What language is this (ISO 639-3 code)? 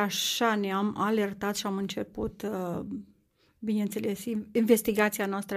ron